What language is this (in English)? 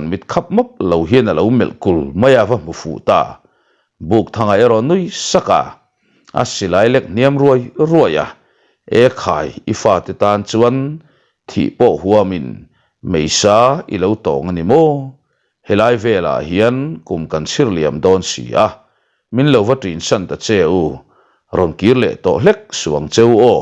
Mizo